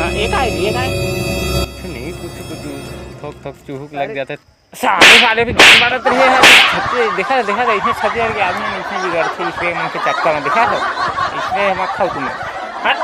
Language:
Chhattisgarhi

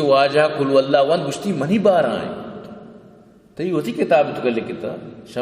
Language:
Baluchi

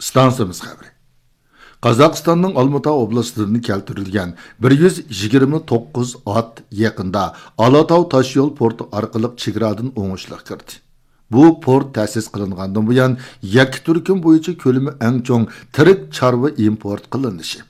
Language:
Uyghur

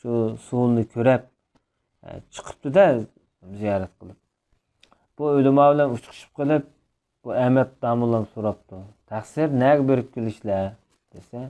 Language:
Uyghur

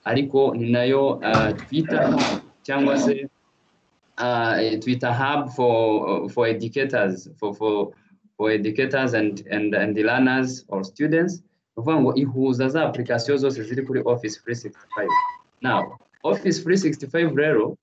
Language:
Kinyarwanda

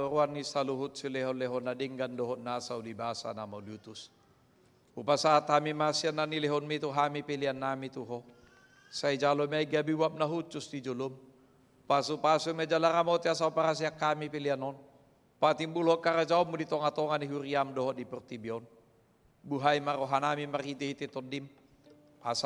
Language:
Batak Toba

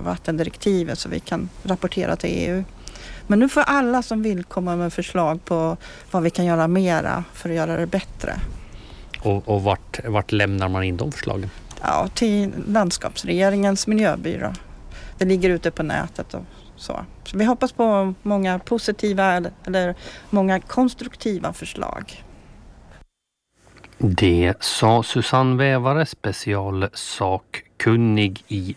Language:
Swedish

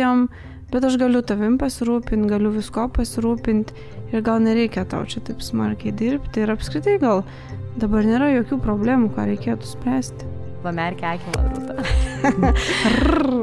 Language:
Lithuanian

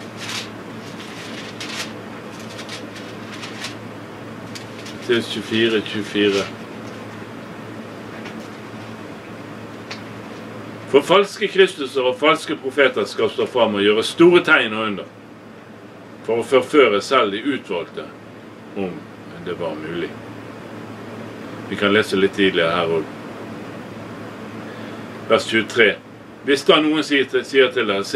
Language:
Norwegian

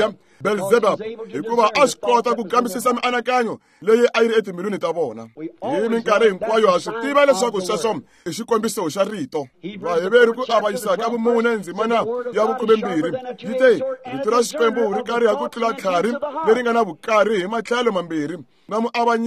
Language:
Tsonga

